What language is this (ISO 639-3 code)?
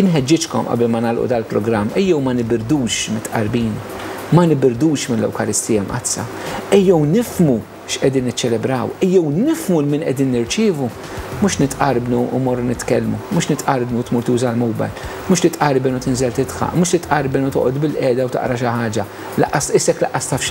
mlt